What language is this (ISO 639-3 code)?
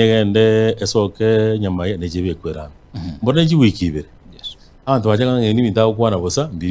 guz